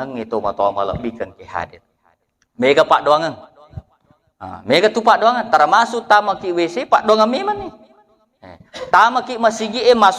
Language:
Buginese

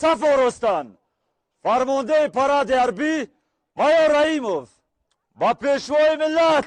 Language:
Tajik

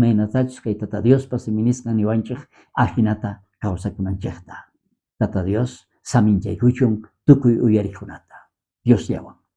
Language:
South Bolivian Quechua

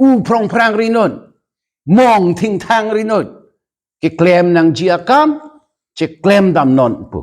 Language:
Karbi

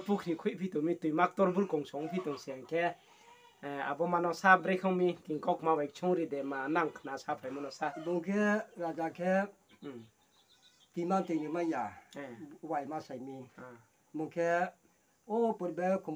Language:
Riang (India)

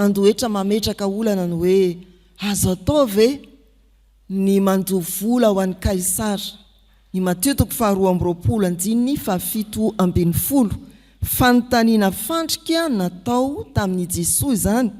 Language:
Malagasy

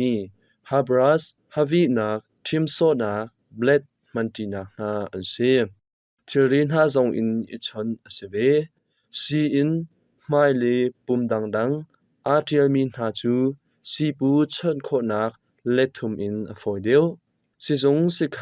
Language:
Hakha Chin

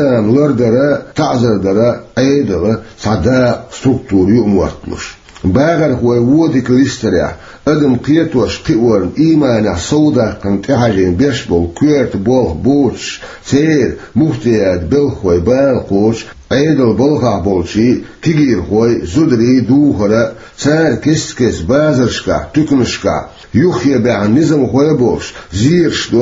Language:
Chechen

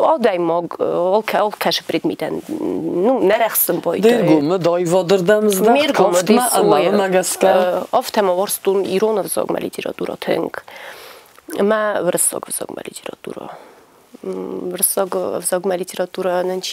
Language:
Ossetic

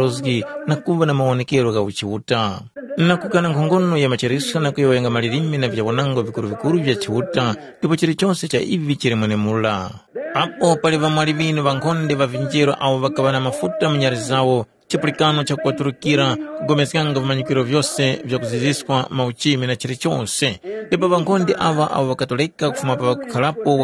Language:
Tumbuka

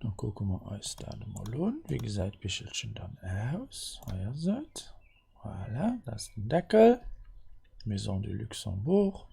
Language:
Luxembourgish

